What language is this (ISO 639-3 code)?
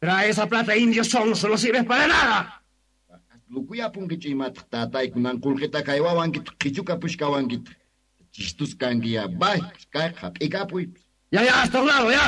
quh